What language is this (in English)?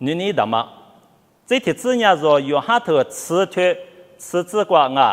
Lisu